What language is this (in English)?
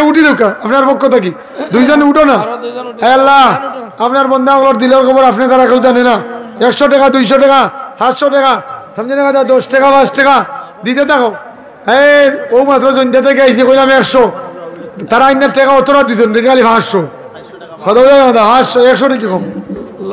Sylheti